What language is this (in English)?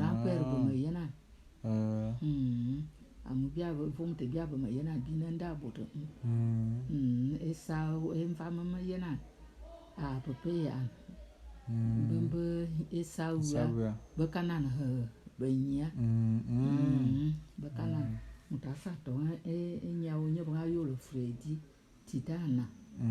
Bulu